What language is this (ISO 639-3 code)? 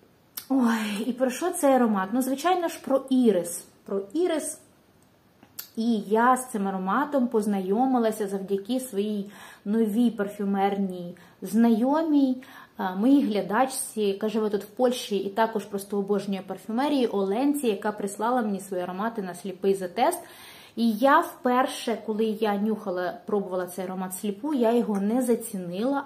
ukr